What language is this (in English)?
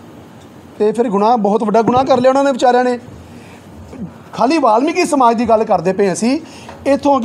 Punjabi